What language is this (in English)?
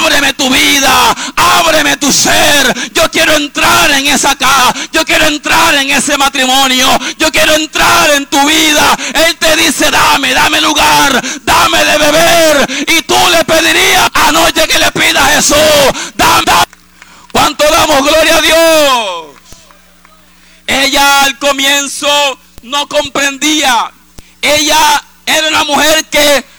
Spanish